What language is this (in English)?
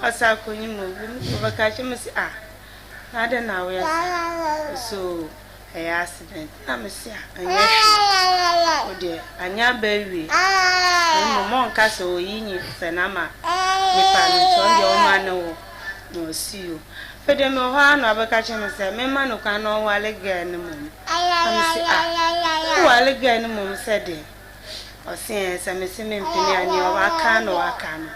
Akan